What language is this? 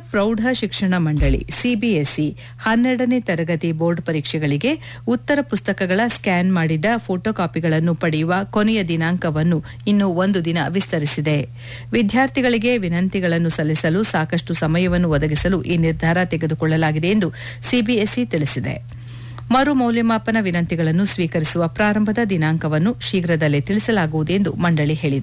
Kannada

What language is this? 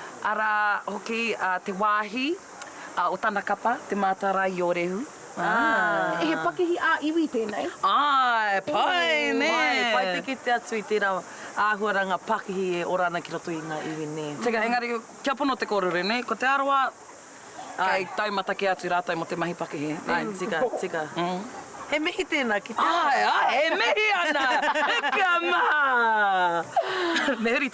Māori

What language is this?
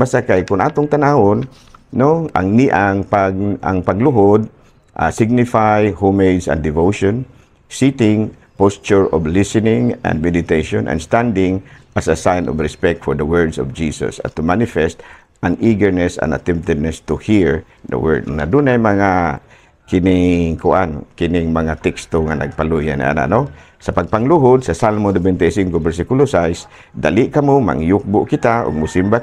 Cebuano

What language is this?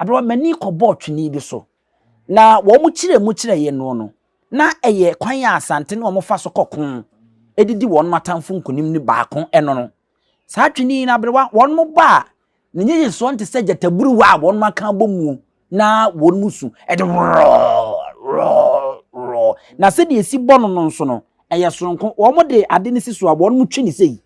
Akan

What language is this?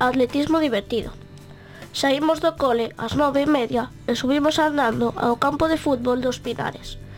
Galician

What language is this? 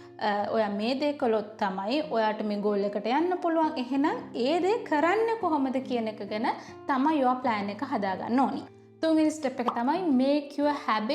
Sinhala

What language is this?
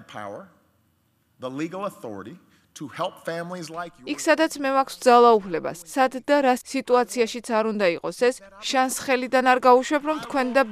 Georgian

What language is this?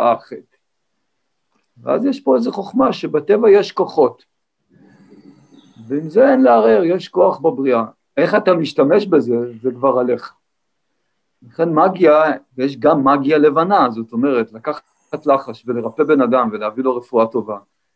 Hebrew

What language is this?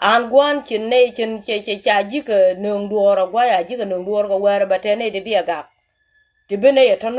Nuer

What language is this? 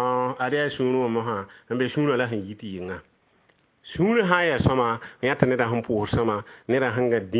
Mossi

